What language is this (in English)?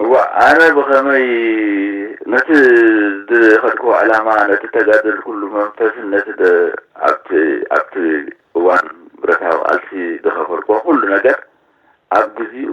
Tigrinya